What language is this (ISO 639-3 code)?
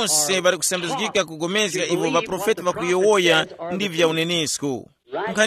tum